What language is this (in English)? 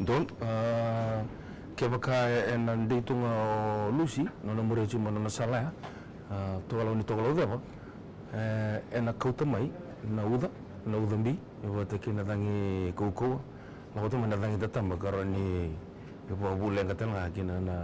Fijian